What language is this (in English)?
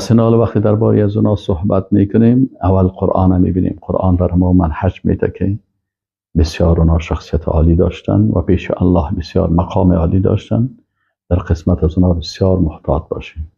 Persian